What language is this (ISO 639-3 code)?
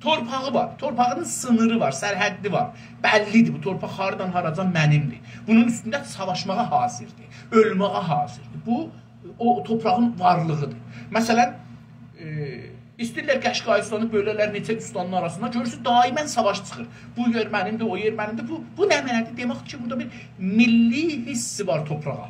azb